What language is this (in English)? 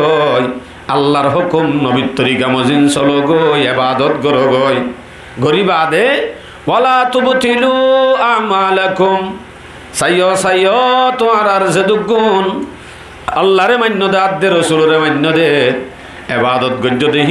Rohingya